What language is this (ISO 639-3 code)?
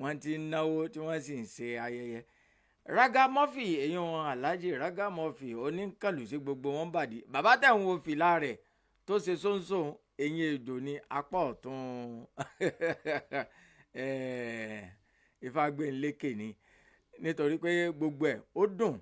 yor